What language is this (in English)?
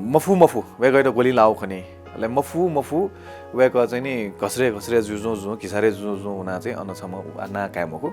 Newari